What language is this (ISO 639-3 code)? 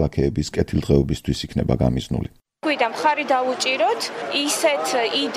kat